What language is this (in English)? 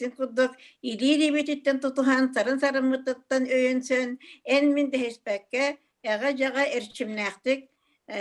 Yakut